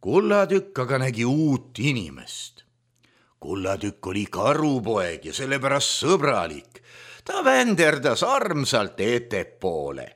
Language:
Estonian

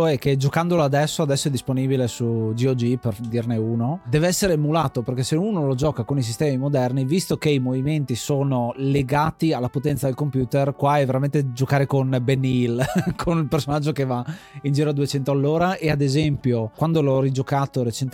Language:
Italian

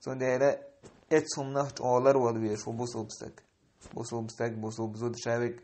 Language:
Chechen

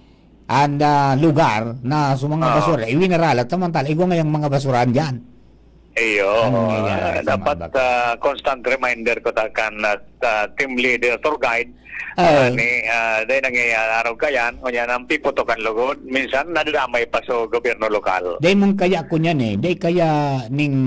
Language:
Bikol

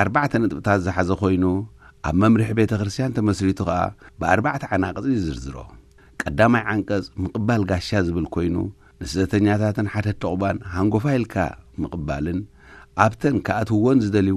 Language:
Tigrinya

